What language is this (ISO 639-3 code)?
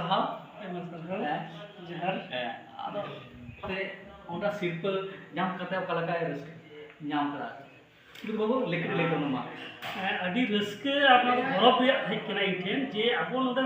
sat